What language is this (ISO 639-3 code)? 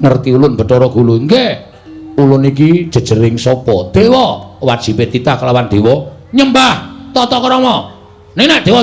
jav